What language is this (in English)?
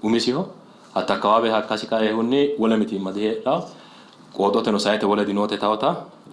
Sidamo